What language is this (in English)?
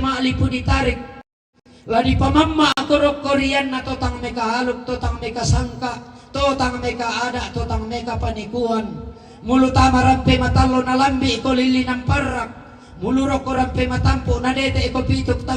Toraja-Sa'dan